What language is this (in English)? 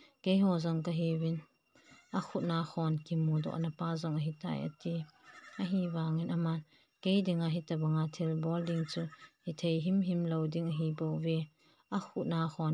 Thado Chin